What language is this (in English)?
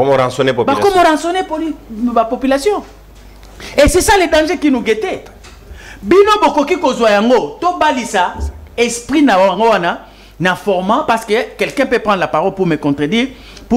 Lingala